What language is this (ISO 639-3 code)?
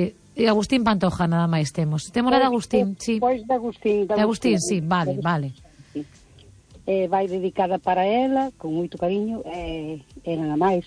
glg